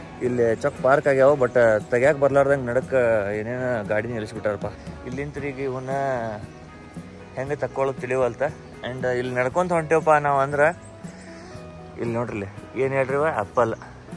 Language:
Kannada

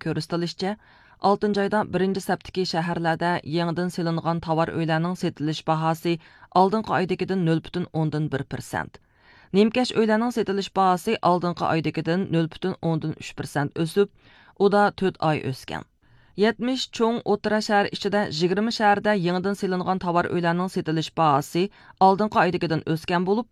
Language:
Uyghur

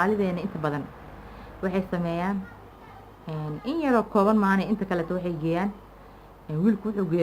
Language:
Somali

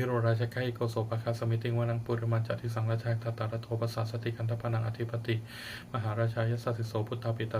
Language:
Pali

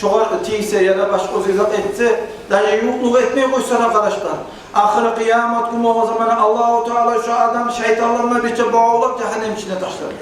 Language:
Kumyk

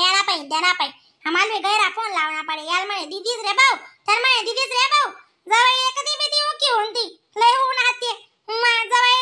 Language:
Khandesi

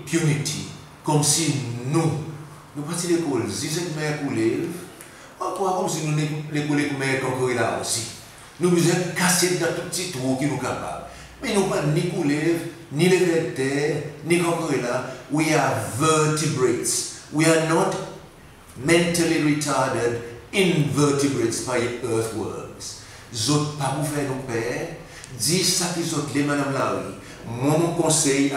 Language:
Seselwa Creole French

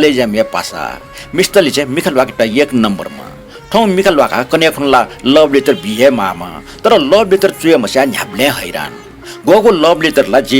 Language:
Newari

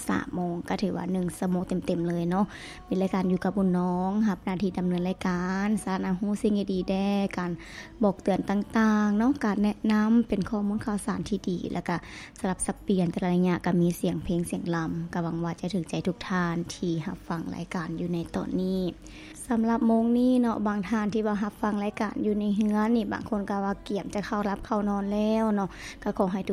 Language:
Lao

